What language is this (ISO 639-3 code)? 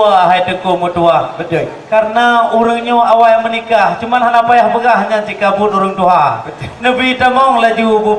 ace